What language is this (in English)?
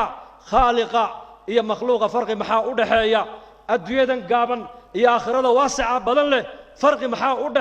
Somali